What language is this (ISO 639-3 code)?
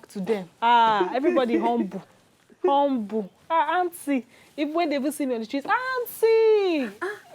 pcm